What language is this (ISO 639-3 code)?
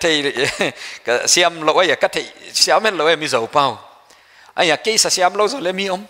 pck